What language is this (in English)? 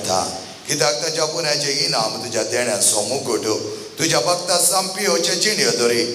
Konkani